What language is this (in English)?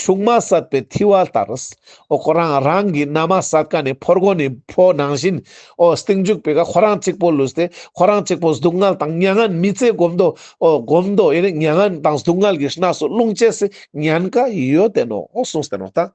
Ladakhi